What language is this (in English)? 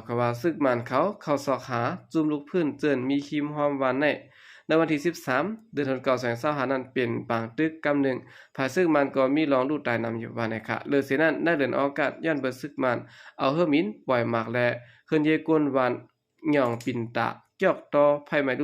Shan